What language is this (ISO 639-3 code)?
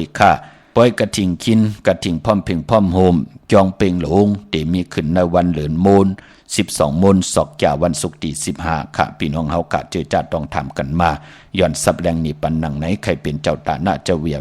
shn